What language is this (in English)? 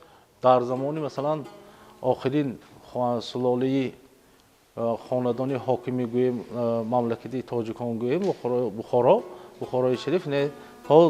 Tajik